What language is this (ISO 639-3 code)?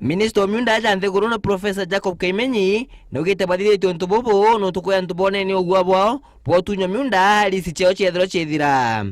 mer